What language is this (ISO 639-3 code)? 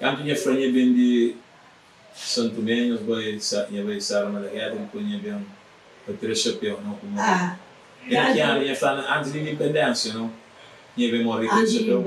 kea